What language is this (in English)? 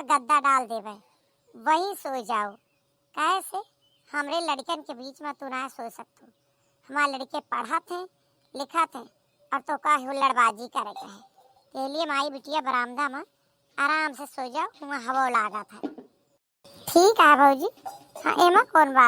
Awadhi